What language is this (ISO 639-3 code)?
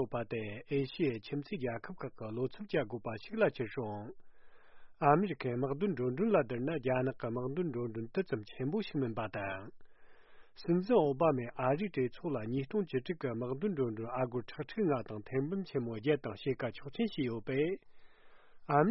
bod